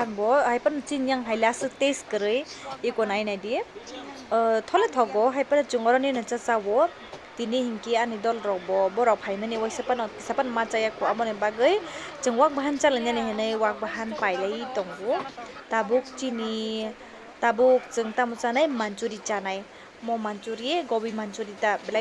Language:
Kok Borok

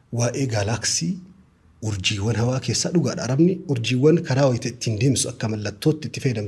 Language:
Oromo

